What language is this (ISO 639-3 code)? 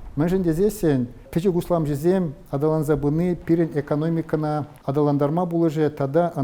chv